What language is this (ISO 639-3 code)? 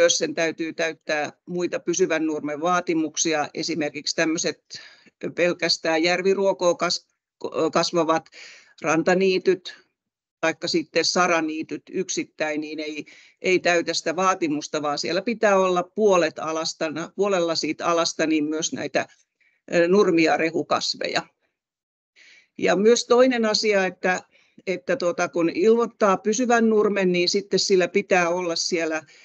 fin